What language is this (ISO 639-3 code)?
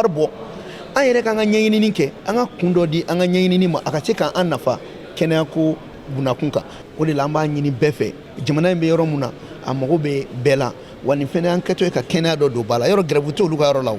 bam